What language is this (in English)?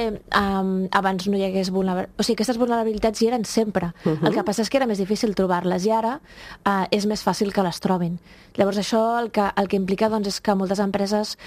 Catalan